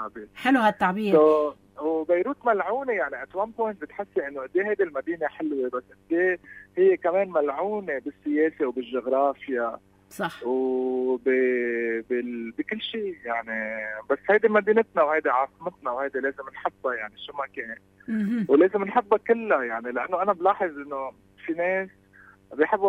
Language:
North Levantine Arabic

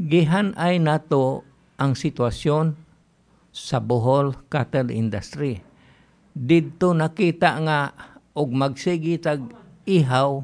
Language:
Cebuano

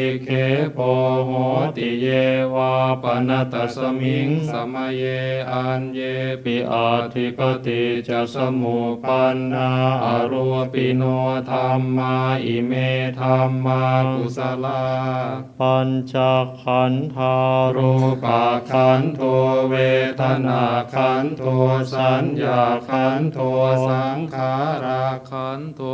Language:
Pali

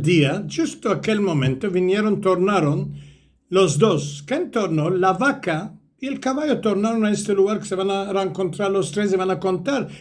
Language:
Ladino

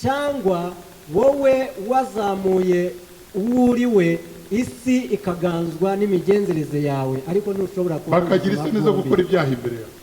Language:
Kinyarwanda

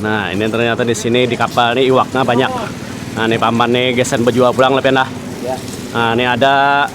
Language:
Banjar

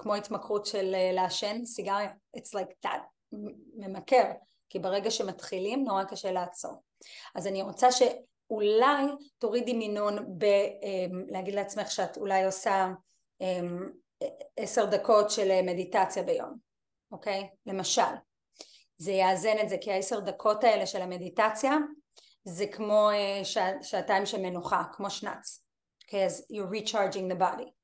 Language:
Hebrew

